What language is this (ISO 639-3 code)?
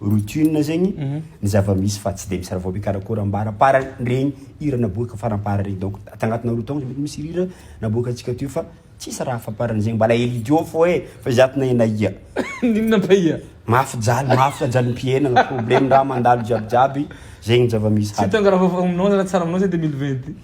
mlg